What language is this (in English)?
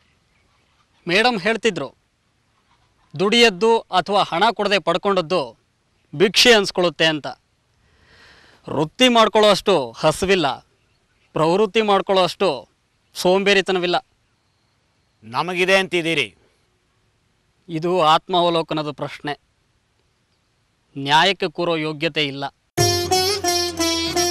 Kannada